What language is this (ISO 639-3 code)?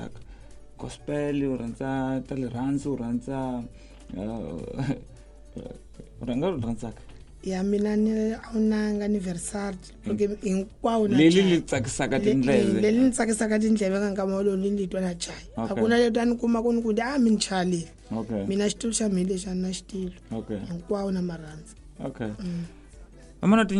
tso